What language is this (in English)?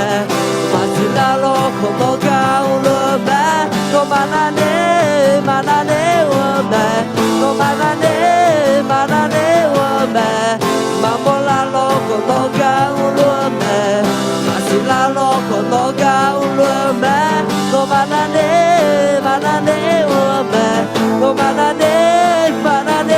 Akha